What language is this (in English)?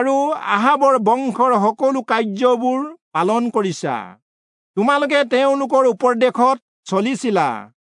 Assamese